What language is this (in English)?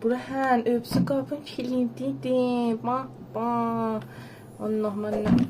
South Azerbaijani